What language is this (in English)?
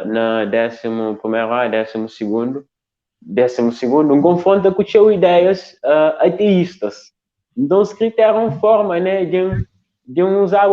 Kabuverdianu